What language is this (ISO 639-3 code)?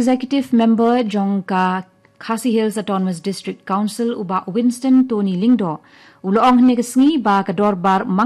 kha